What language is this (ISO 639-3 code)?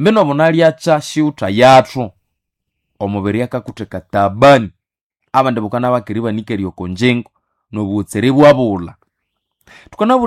nnb